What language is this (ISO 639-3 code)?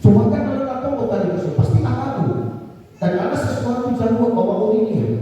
nia